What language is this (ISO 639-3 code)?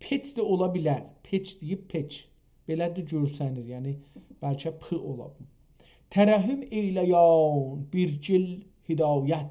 azb